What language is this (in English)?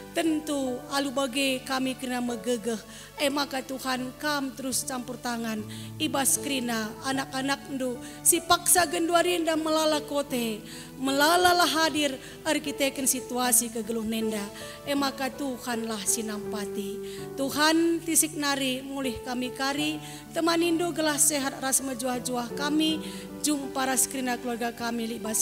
Batak Karo